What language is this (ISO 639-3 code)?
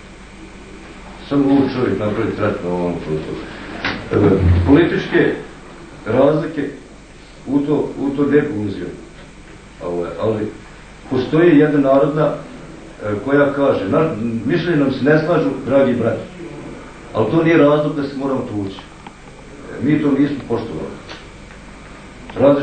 bos